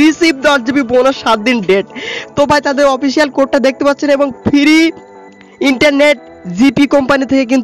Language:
Bangla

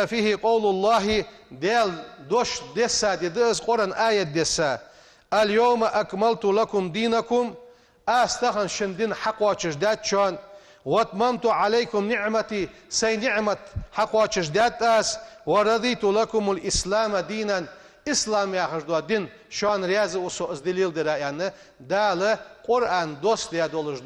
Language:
Ingush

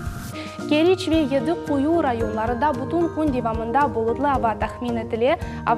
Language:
Crimean Tatar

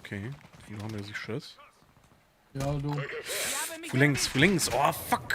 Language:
Luxembourgish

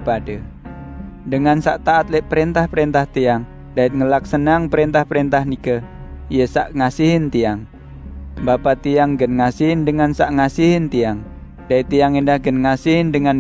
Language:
Sasak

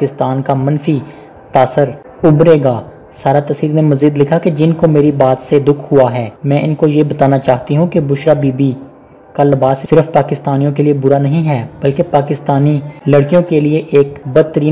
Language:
Urdu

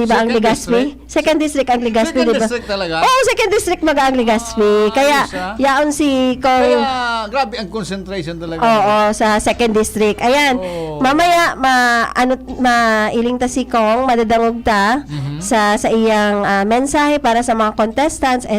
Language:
Bikol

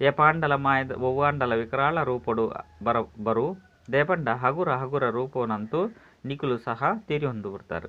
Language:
Tulu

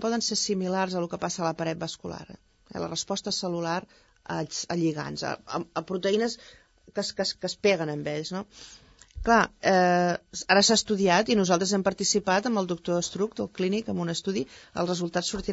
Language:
Catalan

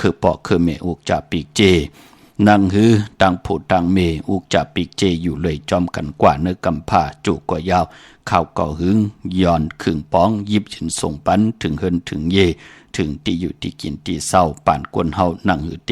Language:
Shan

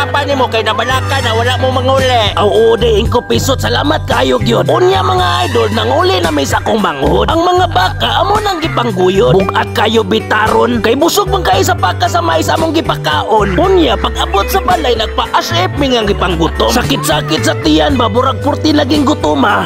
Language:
Cebuano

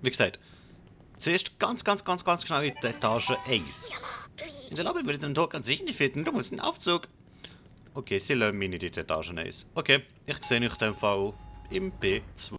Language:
Swiss German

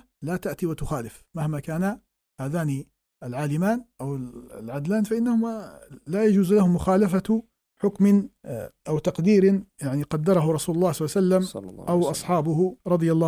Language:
Arabic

